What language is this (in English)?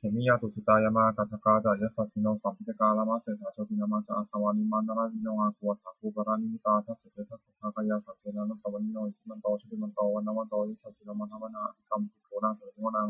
Pali